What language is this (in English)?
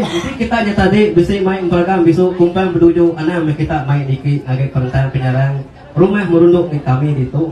Iban